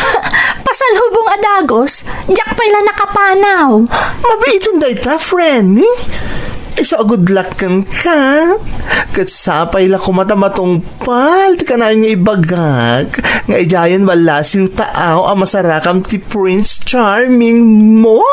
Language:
Iloko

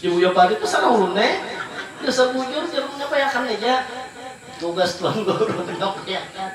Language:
Banjar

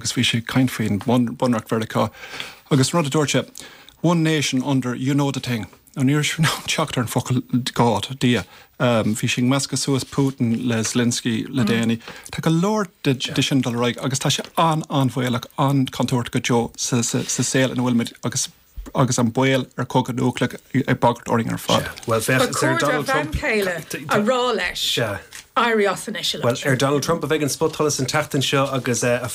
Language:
Irish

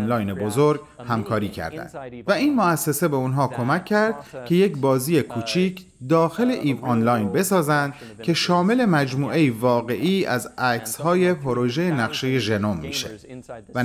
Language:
Persian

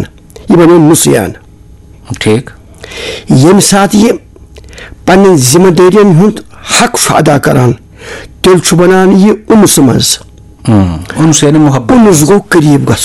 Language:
Kashmiri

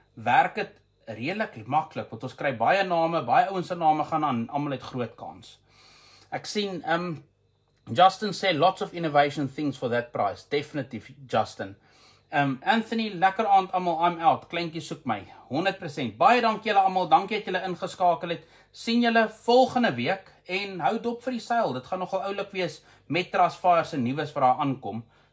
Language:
Afrikaans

